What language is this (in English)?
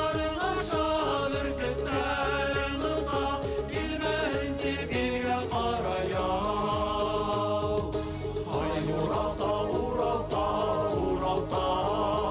Bashkir